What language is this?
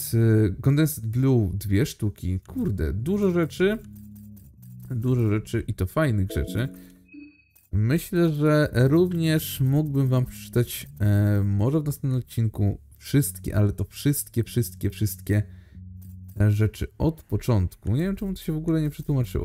Polish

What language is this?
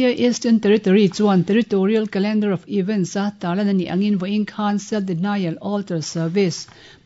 Mizo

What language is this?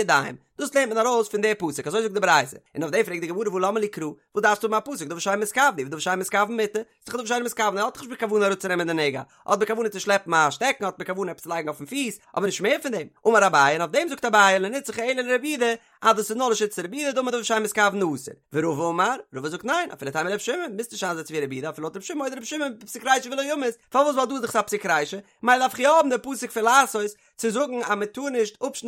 Yiddish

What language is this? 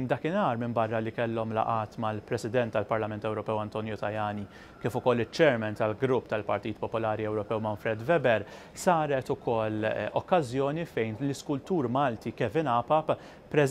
Maltese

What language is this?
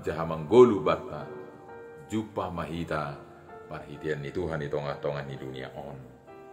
Batak Simalungun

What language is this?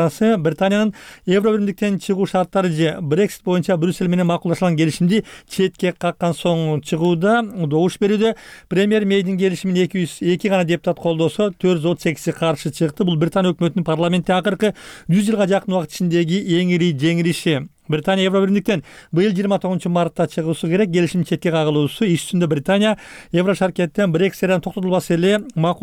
Kyrgyz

